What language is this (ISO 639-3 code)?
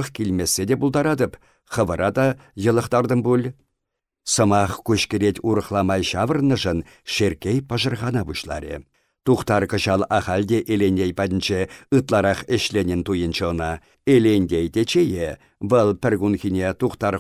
chv